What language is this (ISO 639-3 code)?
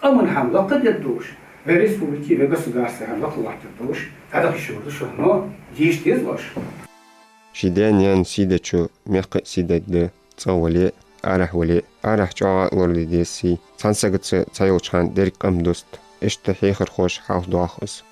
inh